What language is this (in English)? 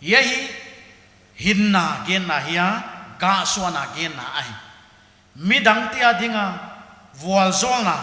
Paite Chin